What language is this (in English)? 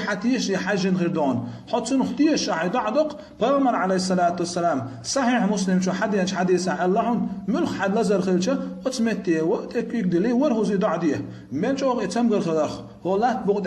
Chechen